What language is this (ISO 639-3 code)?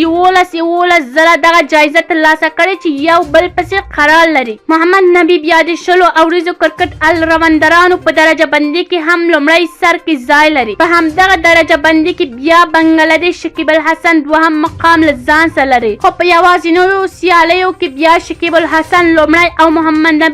pus